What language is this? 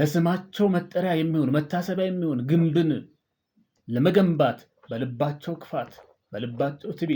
Amharic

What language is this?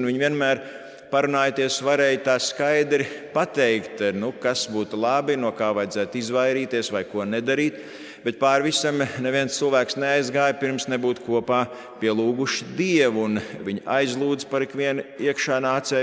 Latvian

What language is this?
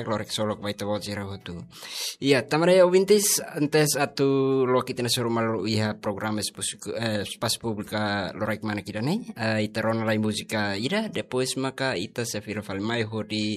Tetum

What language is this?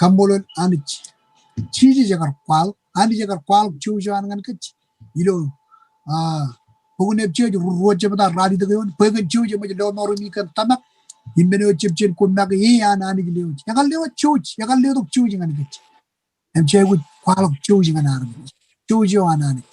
Marshallese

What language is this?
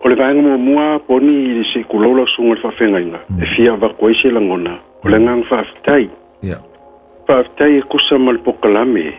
Samoan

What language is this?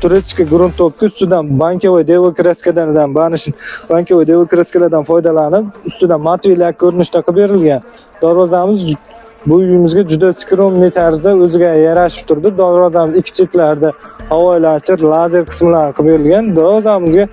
Uzbek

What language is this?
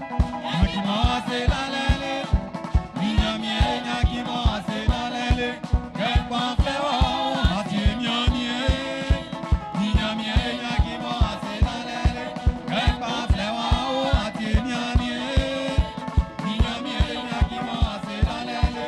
Baoulé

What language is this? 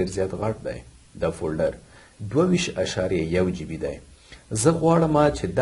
Pashto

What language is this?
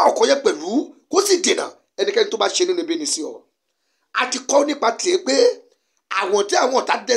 Yoruba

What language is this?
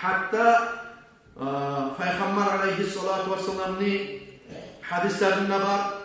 Kumyk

